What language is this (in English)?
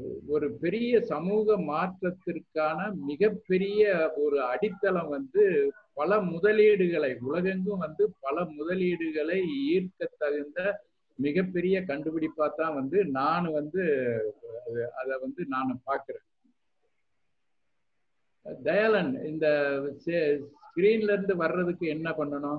Tamil